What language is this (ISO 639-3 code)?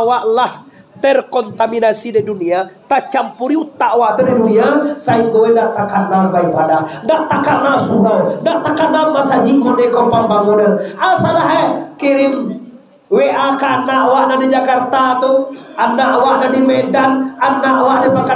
min